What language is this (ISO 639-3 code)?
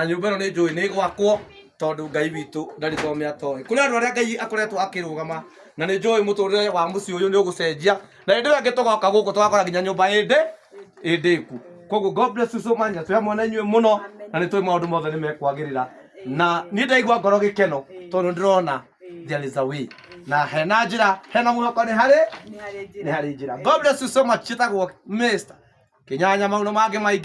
kik